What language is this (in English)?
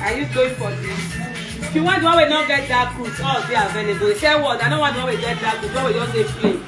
Nigerian Pidgin